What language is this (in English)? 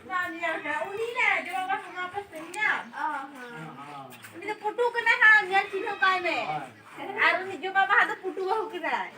Santali